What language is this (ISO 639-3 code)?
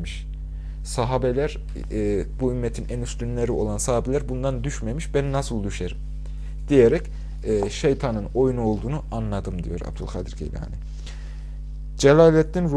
tur